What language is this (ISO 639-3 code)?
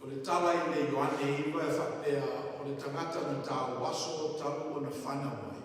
smo